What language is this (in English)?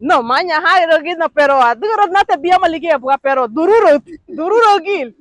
Garifuna